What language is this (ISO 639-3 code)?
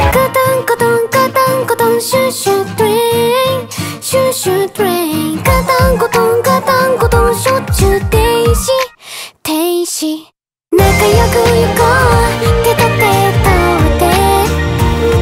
jpn